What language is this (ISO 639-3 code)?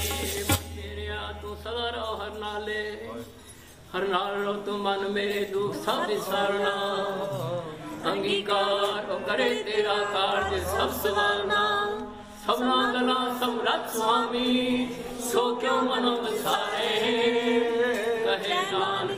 pan